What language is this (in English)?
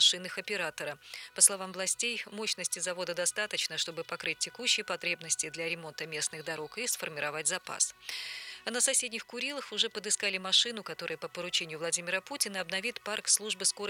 Russian